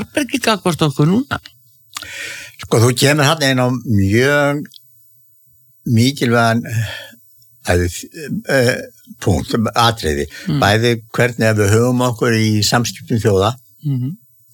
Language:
Icelandic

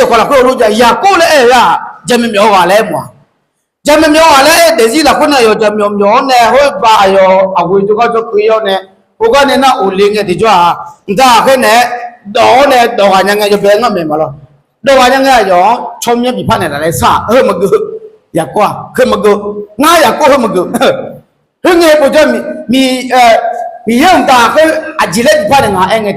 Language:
Akha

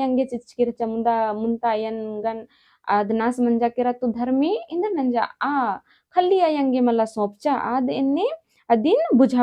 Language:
Kurukh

